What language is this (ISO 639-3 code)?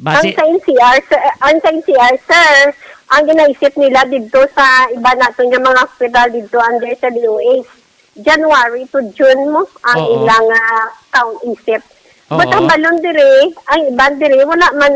hil